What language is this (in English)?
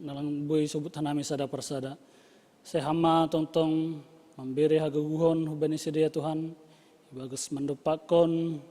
Batak Simalungun